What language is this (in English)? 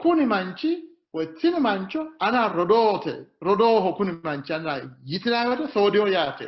Sidamo